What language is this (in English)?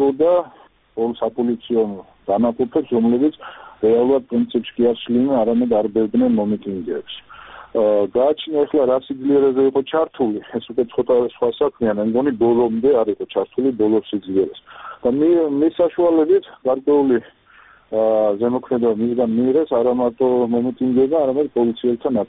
Georgian